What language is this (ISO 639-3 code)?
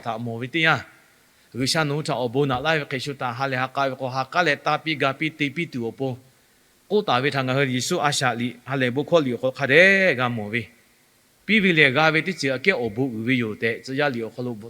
lhu